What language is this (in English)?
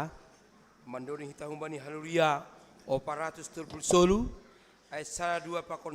Batak Simalungun